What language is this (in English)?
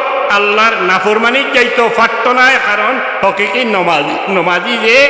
Sylheti